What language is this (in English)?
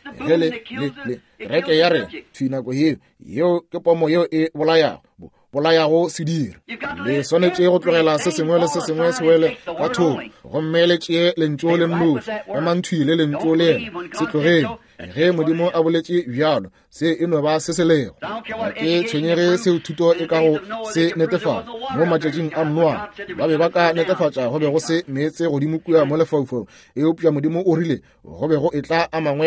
Northern Sotho